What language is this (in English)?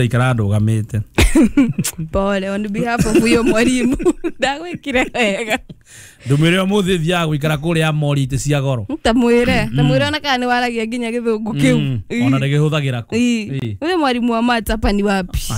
Kikuyu